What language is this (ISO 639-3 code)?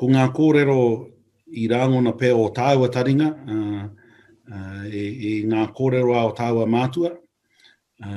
mri